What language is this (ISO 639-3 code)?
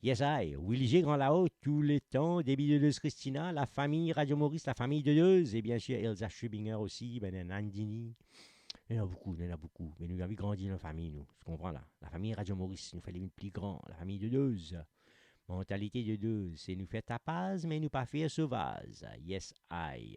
mfe